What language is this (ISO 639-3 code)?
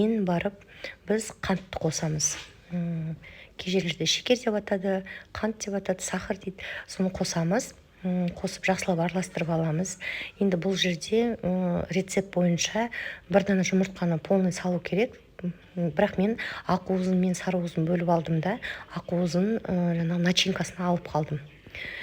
kaz